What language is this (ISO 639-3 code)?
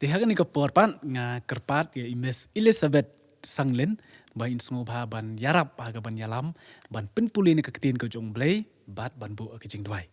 kha